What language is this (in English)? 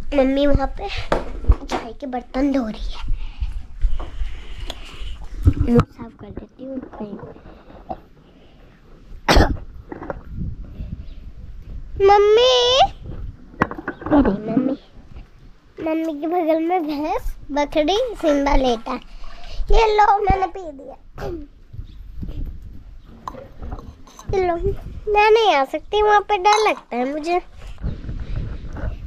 Hindi